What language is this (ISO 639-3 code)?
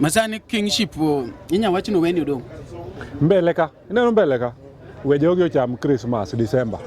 luo